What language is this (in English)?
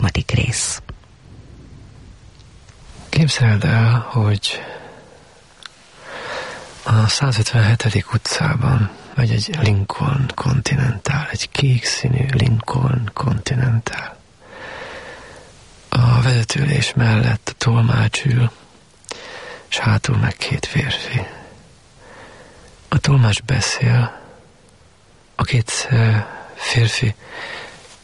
Hungarian